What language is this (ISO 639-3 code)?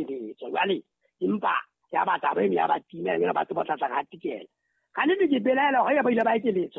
sot